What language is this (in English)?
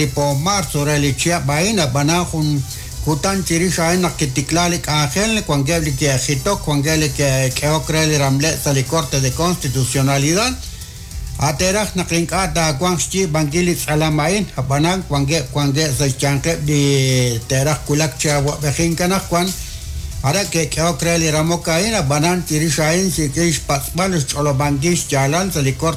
Kekchí